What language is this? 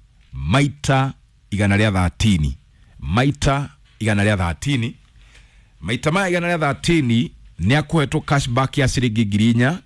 Kikuyu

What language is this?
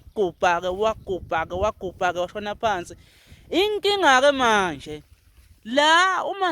Zulu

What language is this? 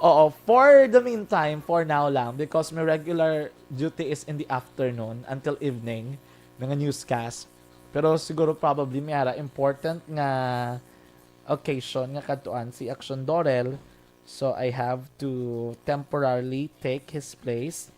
Hiligaynon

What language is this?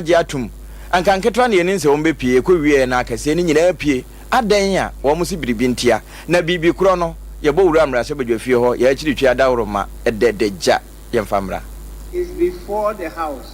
Akan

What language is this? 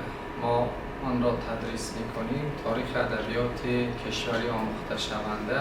Tajik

